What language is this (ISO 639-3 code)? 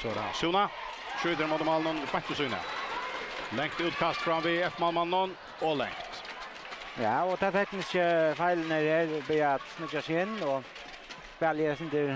fao